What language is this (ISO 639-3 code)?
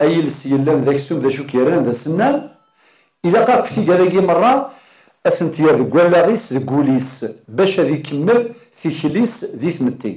kab